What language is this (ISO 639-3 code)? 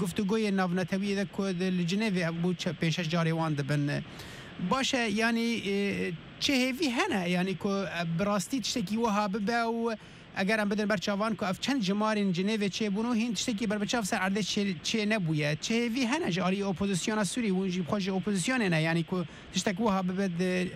kur